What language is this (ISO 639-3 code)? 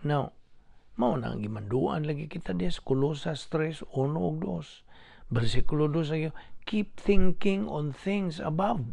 ceb